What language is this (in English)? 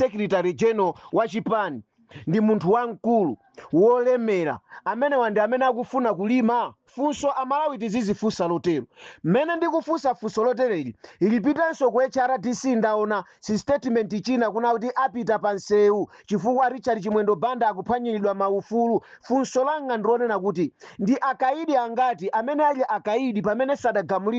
Nyanja